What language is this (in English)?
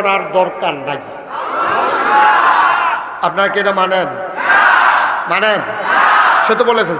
Bangla